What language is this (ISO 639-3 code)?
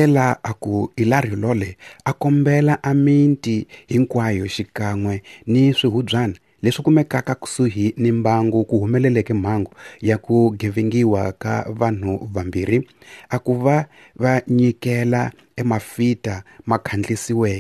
tso